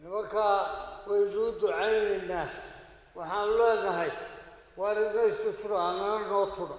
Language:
Somali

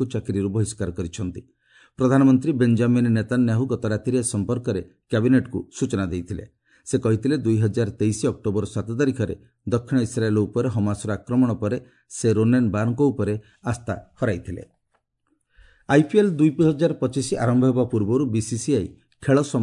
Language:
Odia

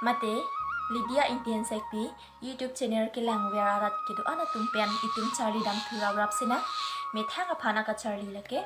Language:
Karbi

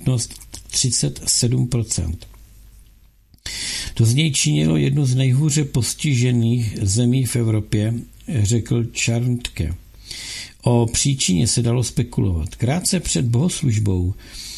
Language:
Czech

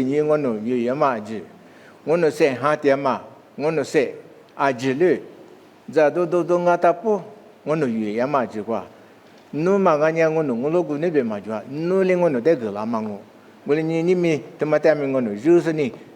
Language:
Lisu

